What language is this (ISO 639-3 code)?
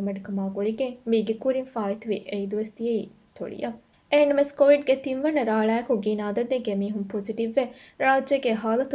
div